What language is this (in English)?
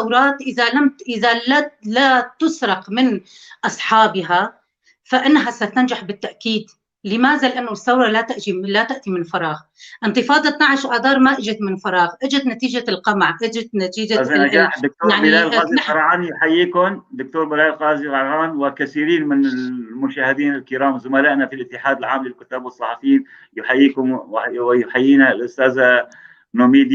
North Levantine Arabic